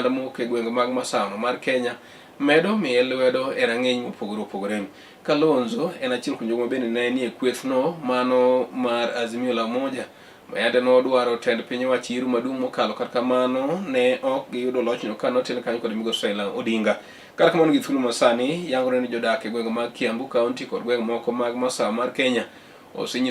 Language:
Luo (Kenya and Tanzania)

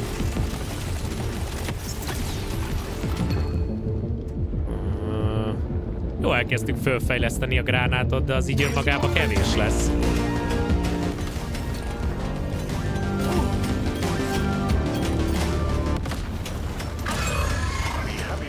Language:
Hungarian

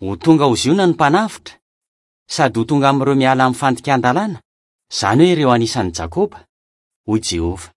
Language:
Malagasy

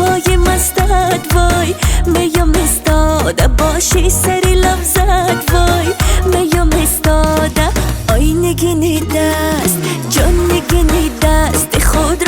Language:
Tajik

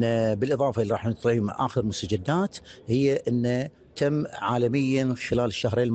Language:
Gulf Arabic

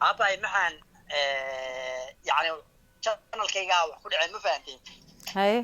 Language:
Somali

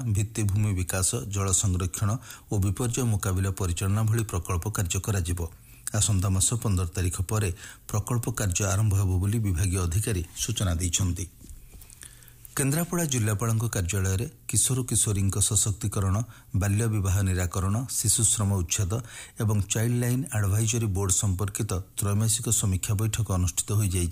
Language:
Odia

